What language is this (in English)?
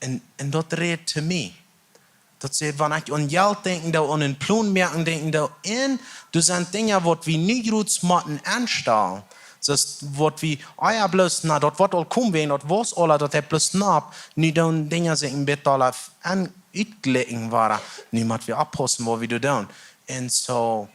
Plautdietsch